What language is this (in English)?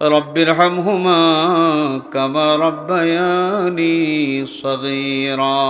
Sylheti